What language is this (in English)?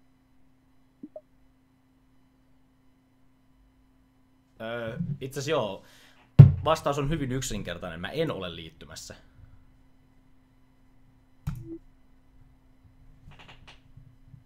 Finnish